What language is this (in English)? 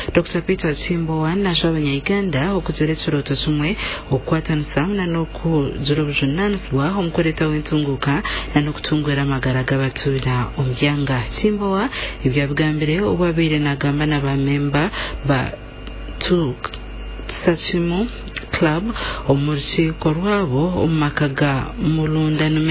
Nyankole